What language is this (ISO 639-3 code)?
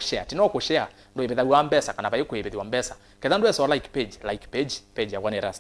kam